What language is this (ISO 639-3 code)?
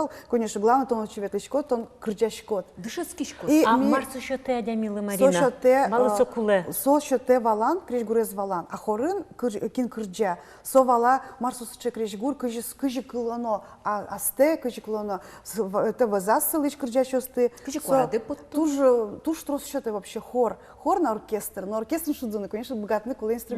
udm